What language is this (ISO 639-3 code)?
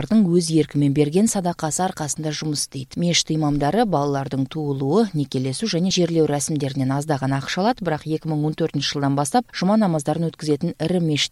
kir